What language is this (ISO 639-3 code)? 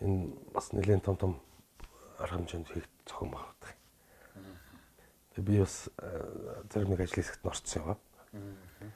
mon